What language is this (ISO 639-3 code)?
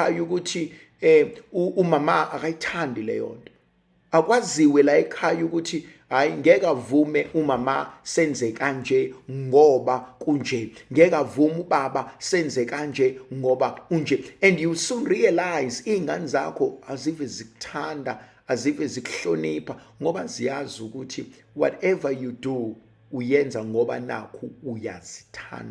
zul